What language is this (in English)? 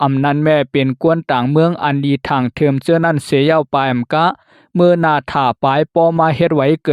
Lao